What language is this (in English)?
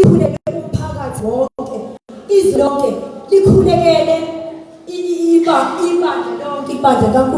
Zulu